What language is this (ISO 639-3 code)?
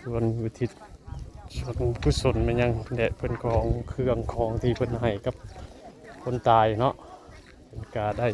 tts